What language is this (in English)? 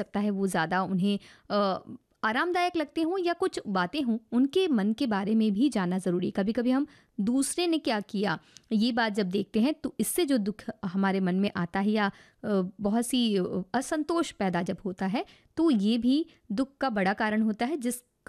Hindi